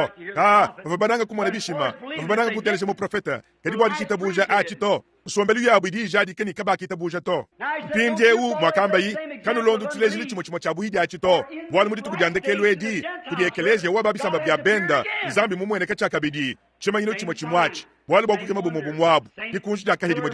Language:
Luba-Lulua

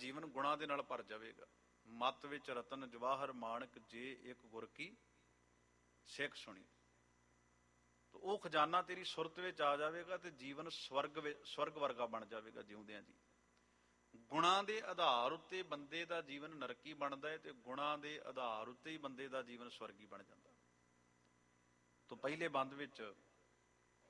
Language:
Punjabi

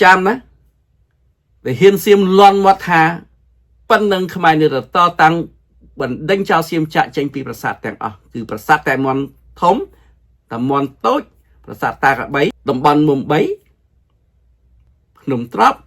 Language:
Khmer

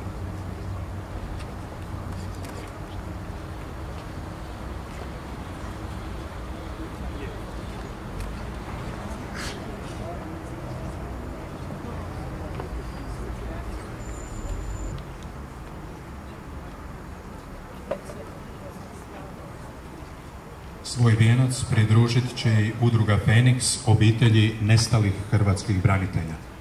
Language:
Croatian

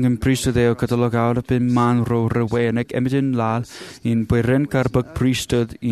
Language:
Marshallese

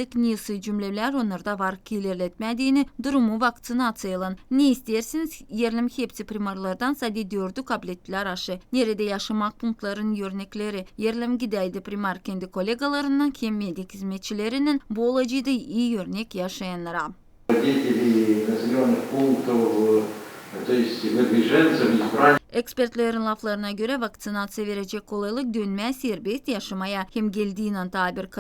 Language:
Gagauz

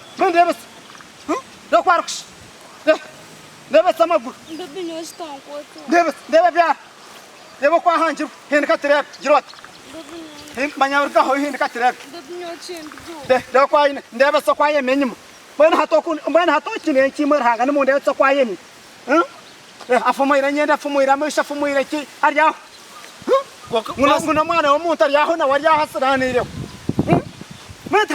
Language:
Nyankole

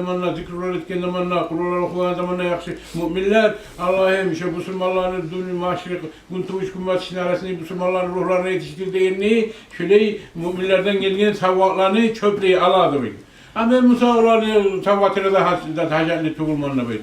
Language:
Kumyk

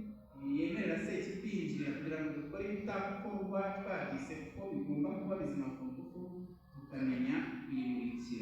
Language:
Kinyarwanda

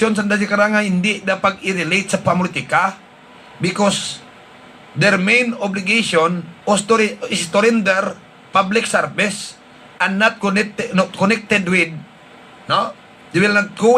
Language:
Hiligaynon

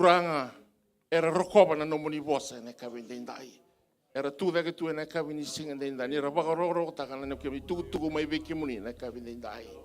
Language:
Fijian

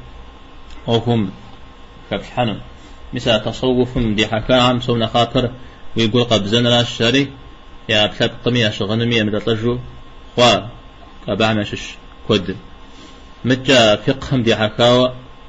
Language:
Kabardian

